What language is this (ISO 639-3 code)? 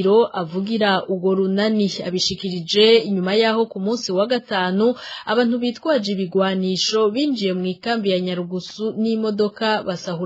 run